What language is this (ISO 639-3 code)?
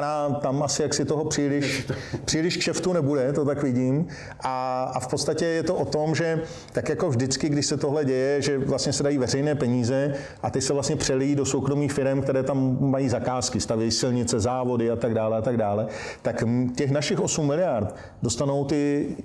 ces